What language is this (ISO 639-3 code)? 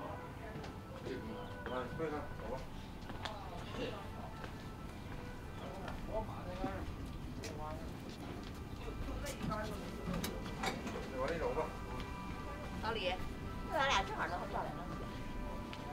zho